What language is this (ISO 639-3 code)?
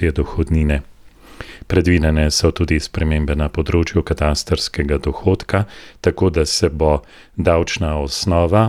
slv